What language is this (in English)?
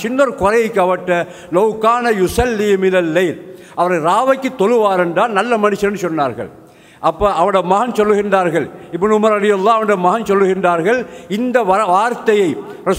Tamil